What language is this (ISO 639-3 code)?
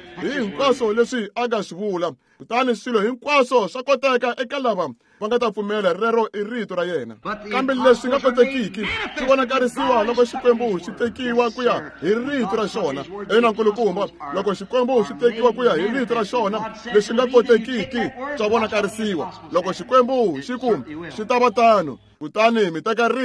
tso